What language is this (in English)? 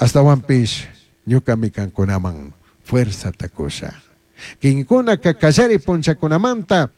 Chimborazo Highland Quichua